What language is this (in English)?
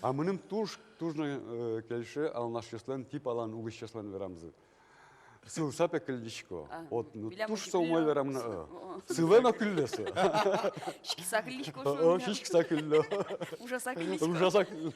Udmurt